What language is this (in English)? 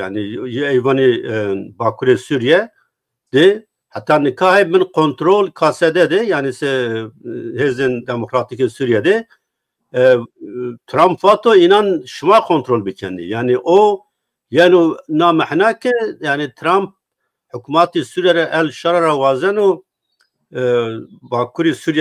Zaza